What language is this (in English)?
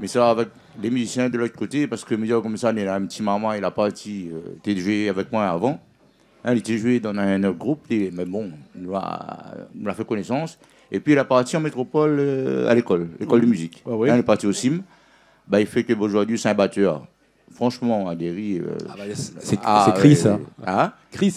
Réunion Creole French